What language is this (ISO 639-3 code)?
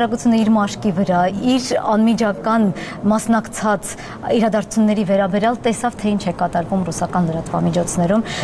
hye